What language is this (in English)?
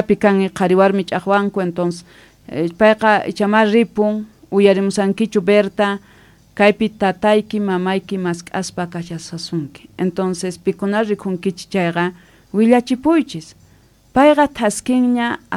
Quechua